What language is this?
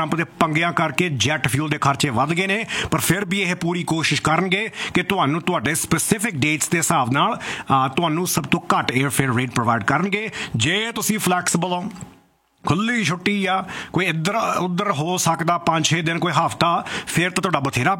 Punjabi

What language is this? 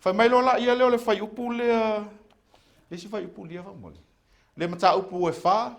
Samoan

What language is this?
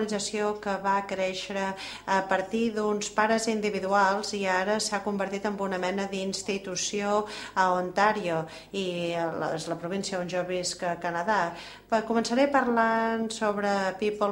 Catalan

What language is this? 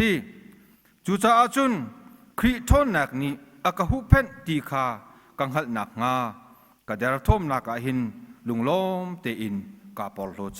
Hakha Chin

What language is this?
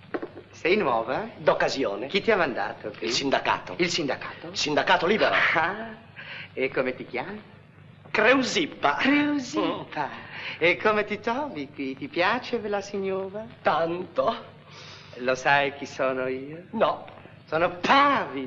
Italian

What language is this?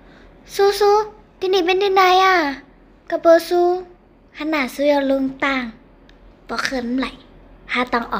Shan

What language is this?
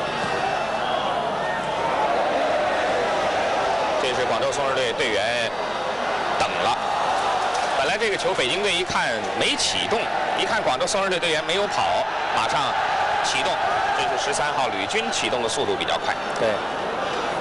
Chinese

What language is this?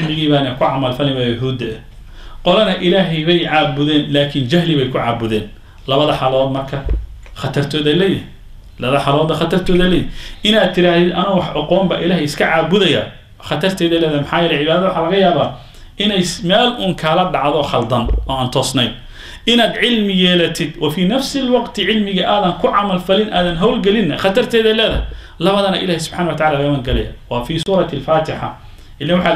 Somali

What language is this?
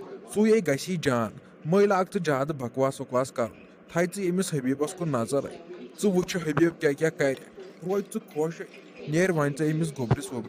Kashmiri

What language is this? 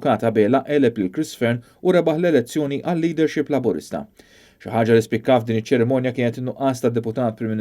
Maltese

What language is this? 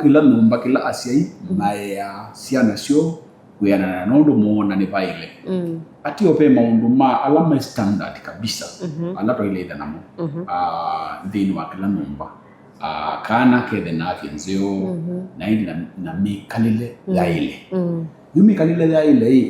Kamba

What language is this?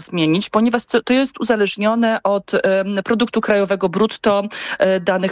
Polish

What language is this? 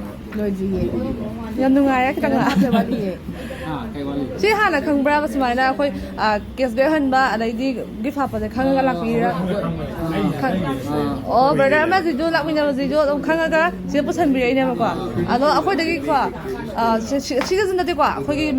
Manipuri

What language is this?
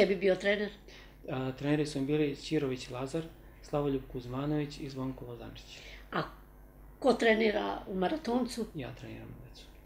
Serbian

